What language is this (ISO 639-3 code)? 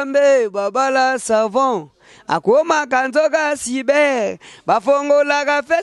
lin